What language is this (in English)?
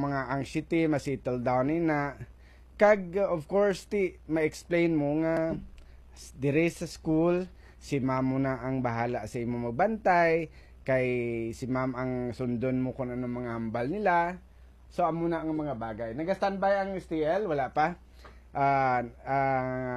Hiligaynon